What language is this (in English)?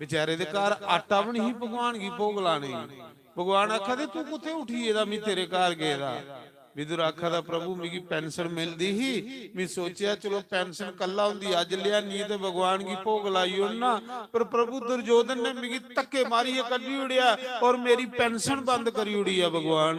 Dogri